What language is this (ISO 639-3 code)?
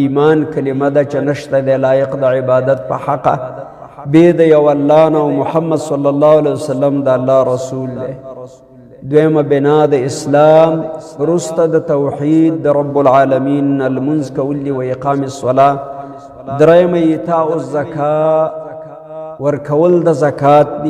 pus